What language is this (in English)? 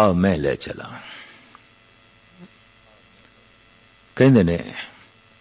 Punjabi